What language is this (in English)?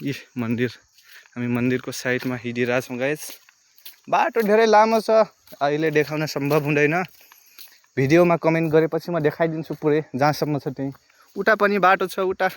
Nepali